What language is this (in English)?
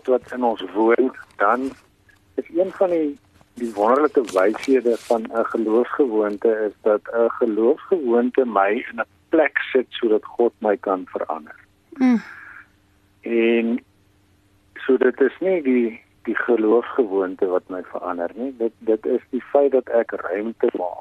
Afrikaans